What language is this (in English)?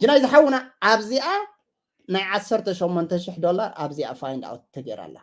Tigrinya